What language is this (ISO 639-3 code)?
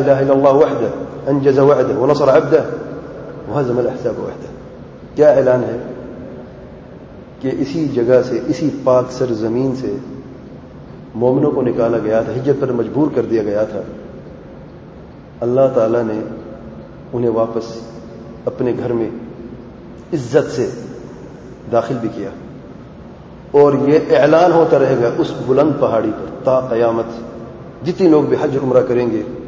urd